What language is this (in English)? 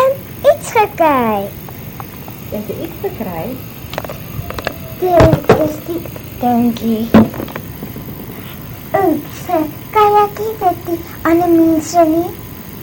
Afrikaans